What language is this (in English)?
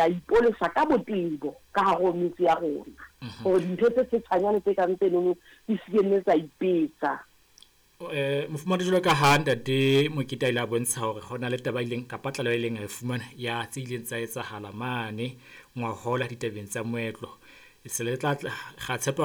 Southern Sotho